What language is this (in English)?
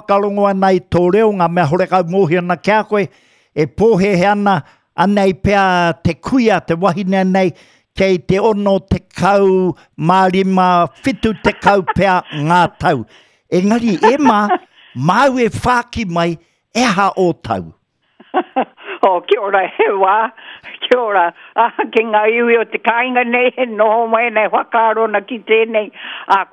Māori